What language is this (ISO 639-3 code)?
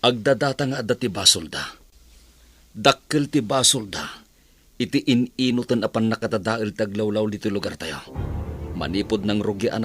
ilo